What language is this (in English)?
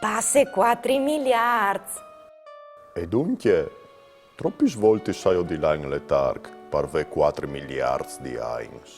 Friulian